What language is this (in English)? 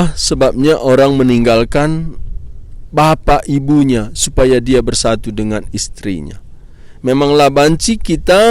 Batak Karo